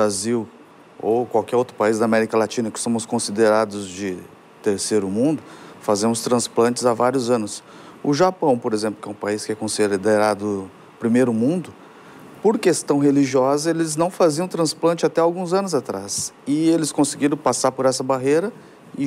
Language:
Portuguese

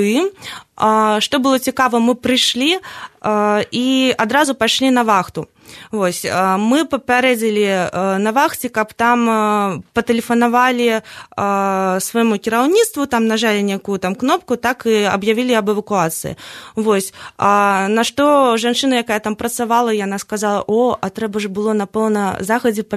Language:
Belarusian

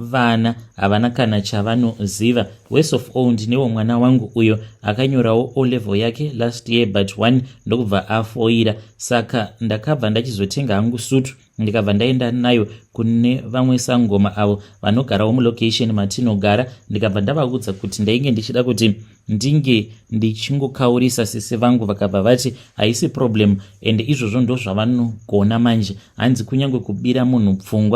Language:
Shona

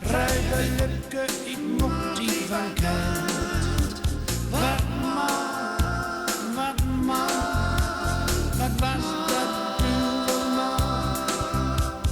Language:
Gronings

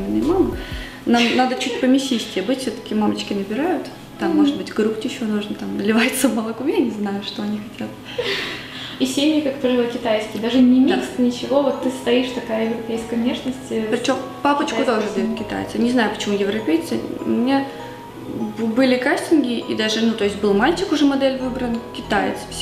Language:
Russian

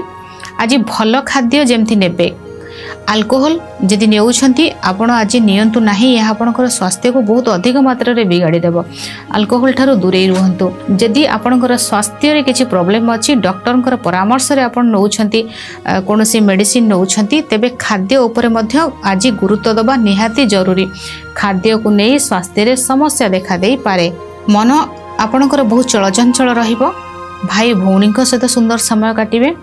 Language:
Odia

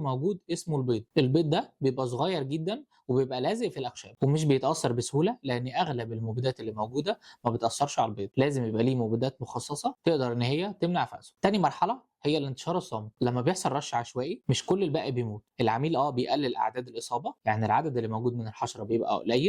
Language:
Egyptian Arabic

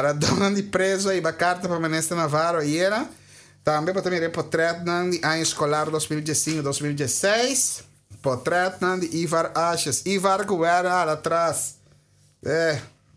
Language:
Papiamento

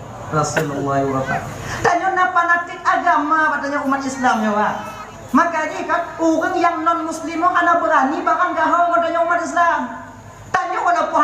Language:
Achinese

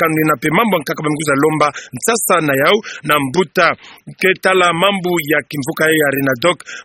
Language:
Kituba (Democratic Republic of Congo)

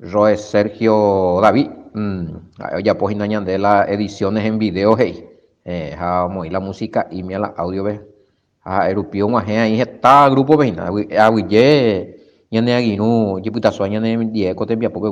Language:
Guarani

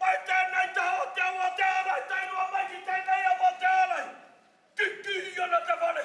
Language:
Māori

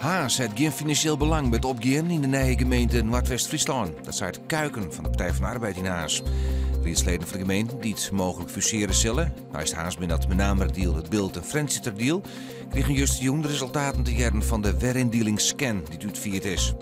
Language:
Western Frisian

